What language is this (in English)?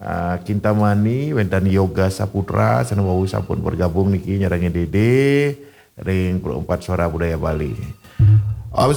Balinese